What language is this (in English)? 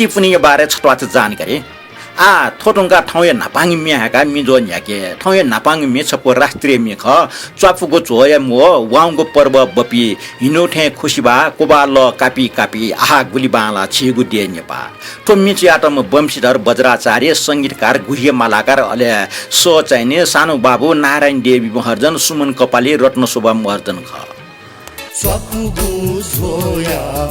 Newari